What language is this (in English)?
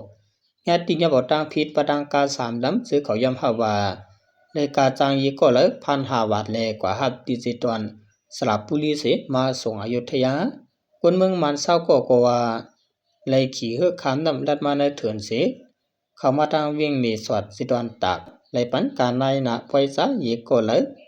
Shan